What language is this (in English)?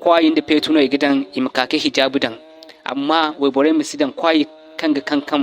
Zarma